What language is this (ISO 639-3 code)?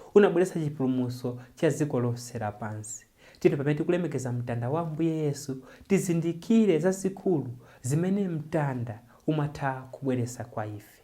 nya